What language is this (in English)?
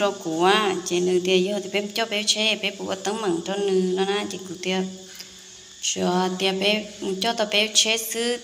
Hmong